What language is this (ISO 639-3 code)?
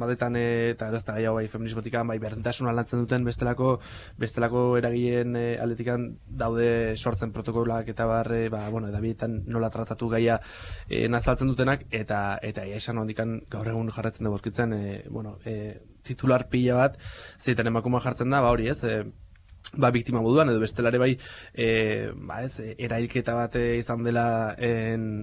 eus